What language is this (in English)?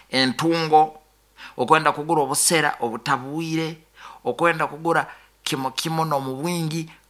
Nyoro